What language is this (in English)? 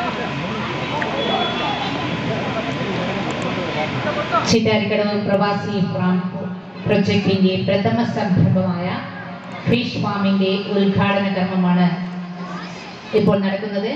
Malayalam